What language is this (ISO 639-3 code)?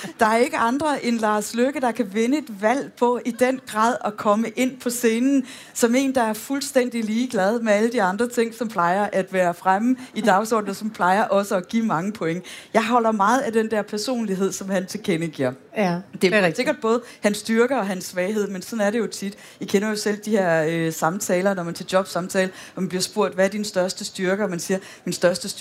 dan